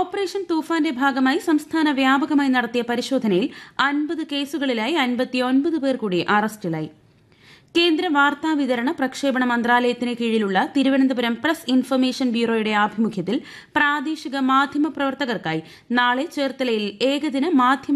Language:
Malayalam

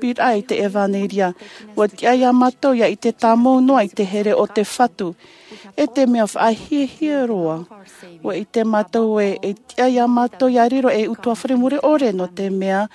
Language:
Tahitian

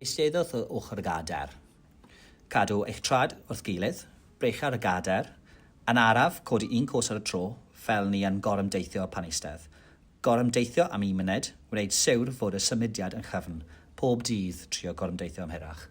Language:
Welsh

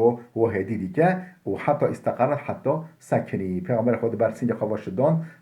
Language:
Kurdish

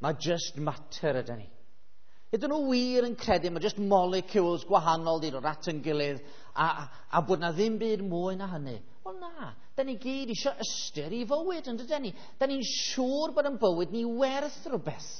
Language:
Welsh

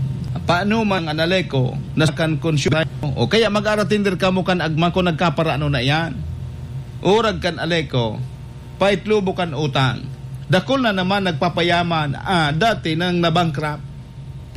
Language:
Bikol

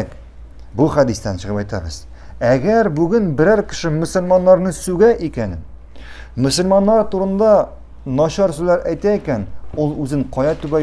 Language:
Tatar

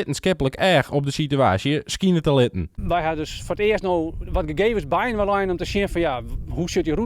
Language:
Western Frisian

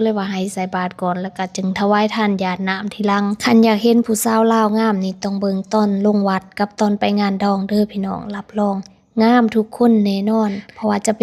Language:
Lao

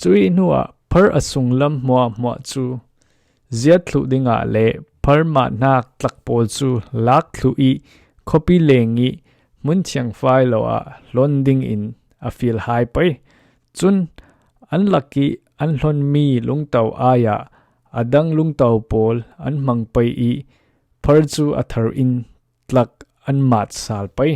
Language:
Falam Chin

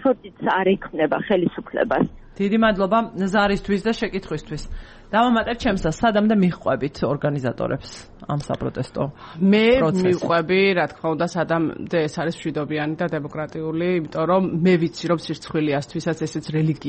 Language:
Georgian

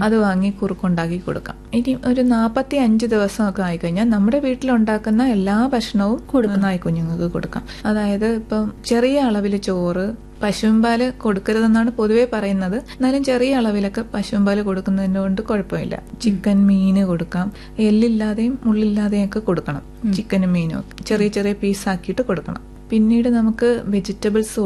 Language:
Malayalam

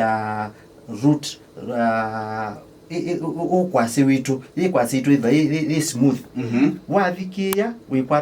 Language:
Kamba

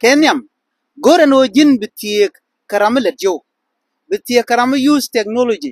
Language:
Nuer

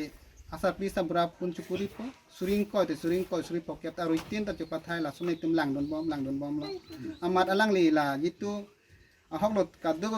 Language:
Karbi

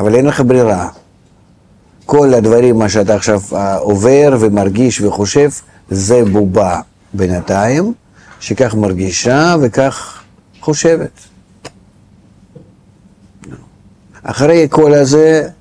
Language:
Hebrew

